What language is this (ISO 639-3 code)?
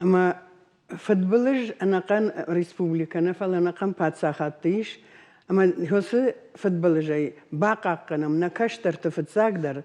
oss